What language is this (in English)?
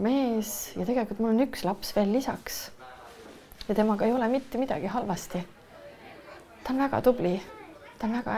Estonian